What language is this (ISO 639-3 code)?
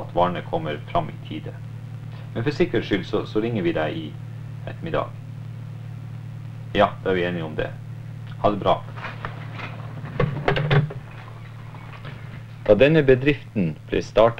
nor